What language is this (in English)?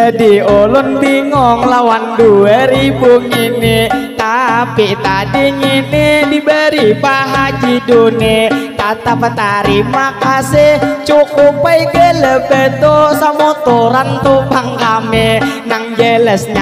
Banjar